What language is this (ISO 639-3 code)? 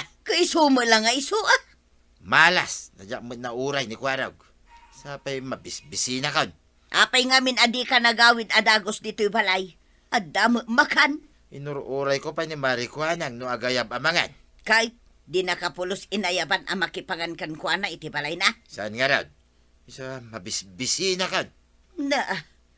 ilo